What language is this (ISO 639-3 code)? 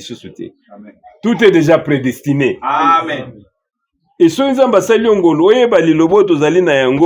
lin